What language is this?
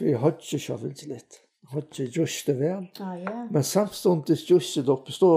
Faroese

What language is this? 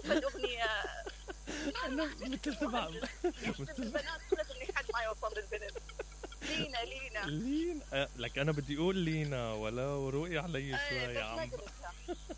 Mesopotamian Arabic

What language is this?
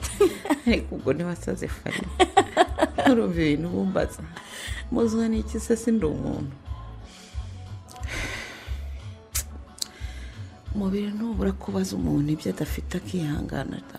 Kinyarwanda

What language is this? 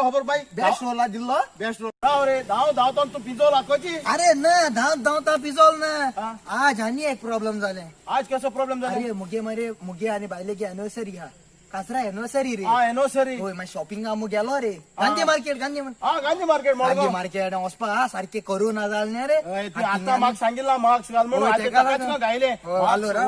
Konkani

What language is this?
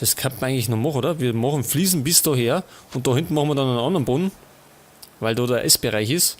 Bavarian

